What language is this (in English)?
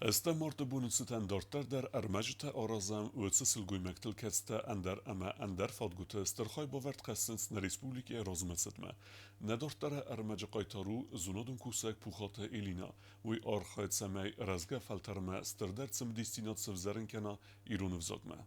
Ossetic